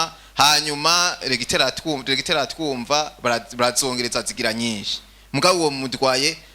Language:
Rundi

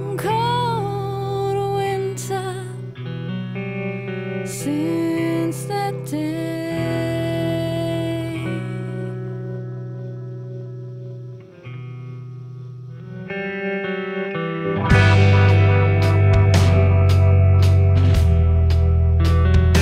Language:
English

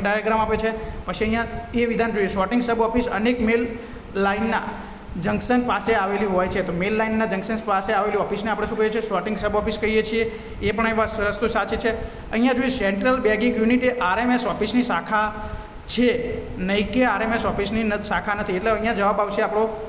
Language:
Gujarati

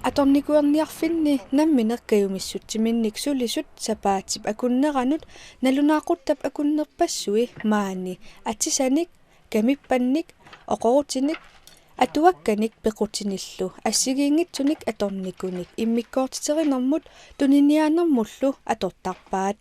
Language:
Kalaallisut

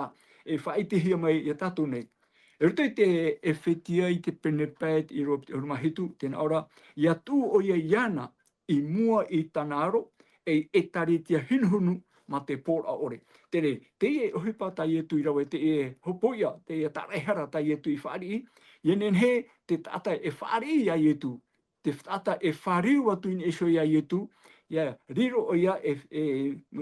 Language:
Tahitian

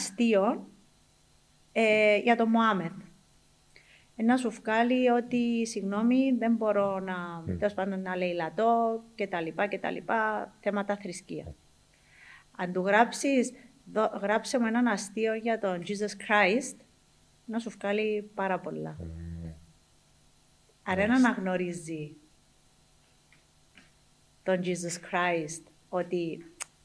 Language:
Greek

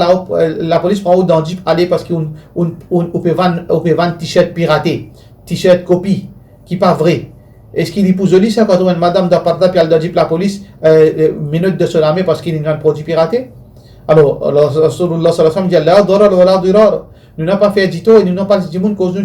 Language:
Morisyen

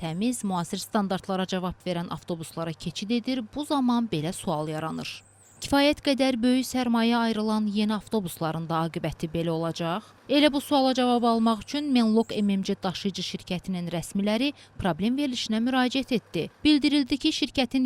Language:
Azerbaijani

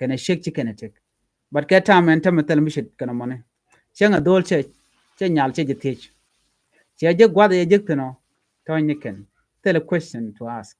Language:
Nuer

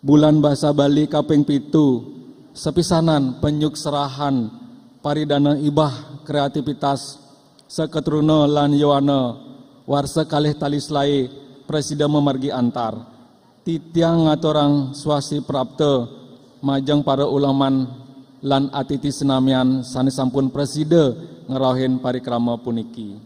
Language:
Balinese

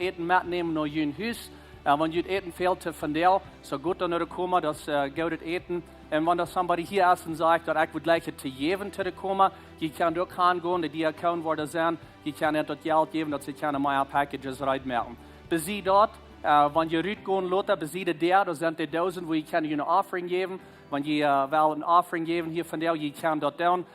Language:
Plautdietsch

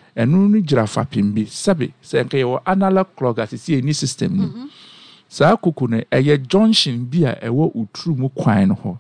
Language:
Akan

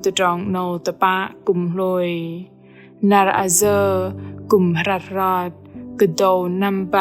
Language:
Bahnar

